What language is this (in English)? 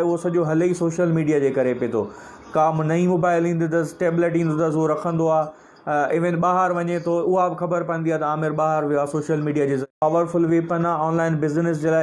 Sindhi